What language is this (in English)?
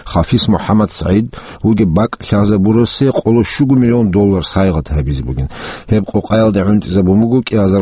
Avaric